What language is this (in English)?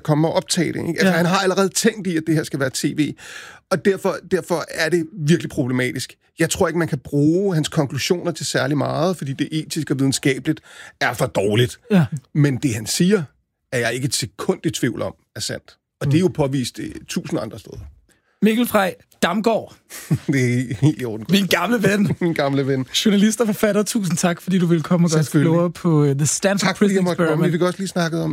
Danish